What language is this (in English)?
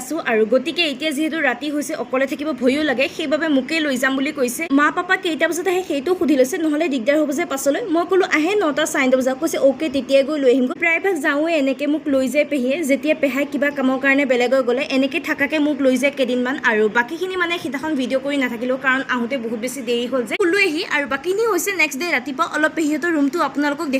Assamese